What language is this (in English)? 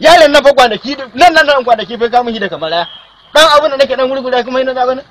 Hausa